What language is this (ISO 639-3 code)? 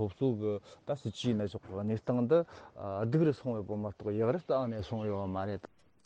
bod